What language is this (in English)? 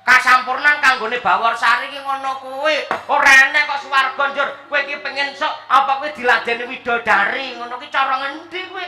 Javanese